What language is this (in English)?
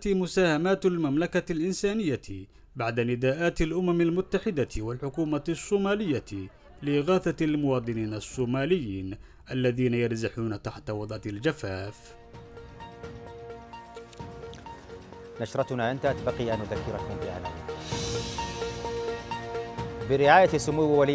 Arabic